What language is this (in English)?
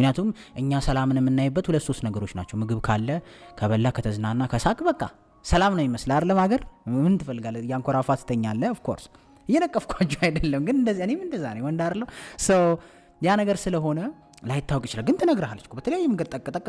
Amharic